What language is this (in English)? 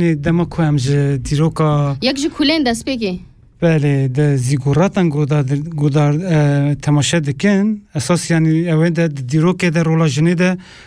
Kurdish